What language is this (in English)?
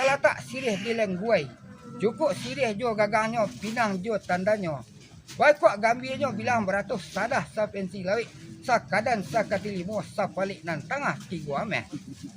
Minangkabau